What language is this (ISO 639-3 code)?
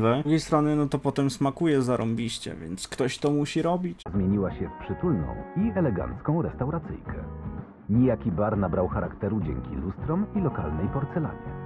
pol